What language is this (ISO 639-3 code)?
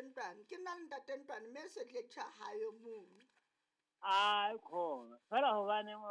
sot